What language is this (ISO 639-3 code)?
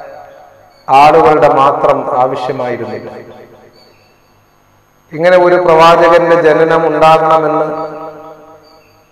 mal